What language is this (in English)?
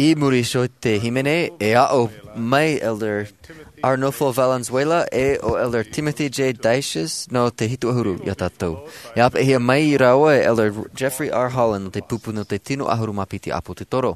Tahitian